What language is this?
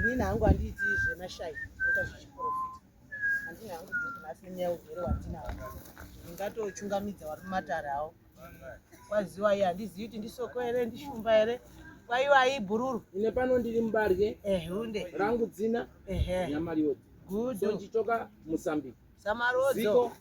Shona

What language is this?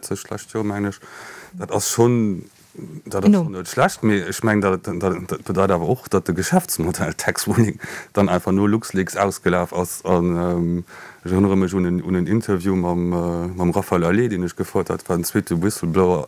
Luxembourgish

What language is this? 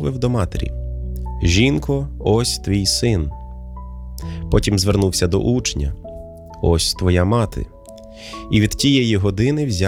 Ukrainian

